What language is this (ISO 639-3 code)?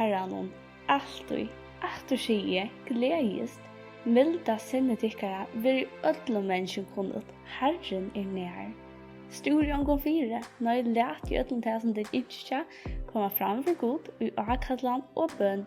fao